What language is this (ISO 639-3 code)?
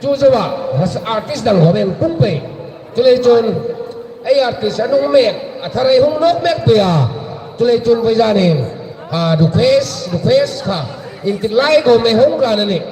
hmr